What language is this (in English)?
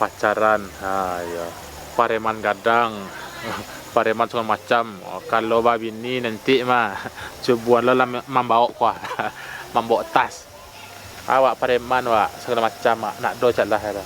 Minangkabau